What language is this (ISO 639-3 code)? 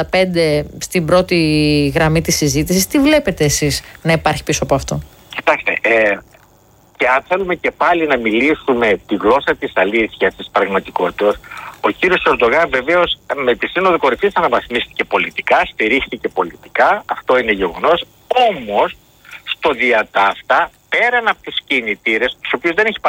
ell